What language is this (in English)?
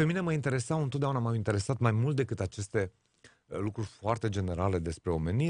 Romanian